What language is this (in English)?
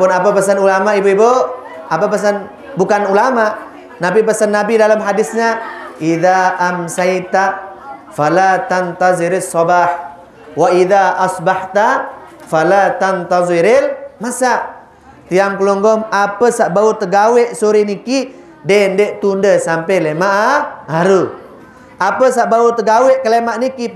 Sasak